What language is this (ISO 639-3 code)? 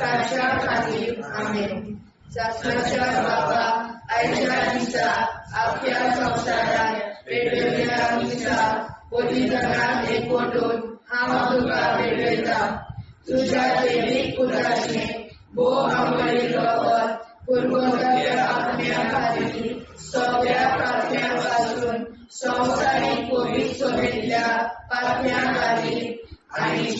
kok